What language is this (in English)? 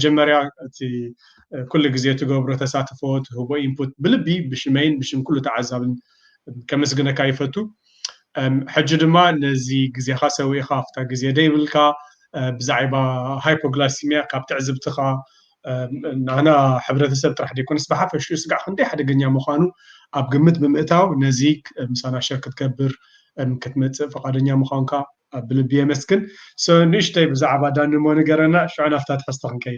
Tigrinya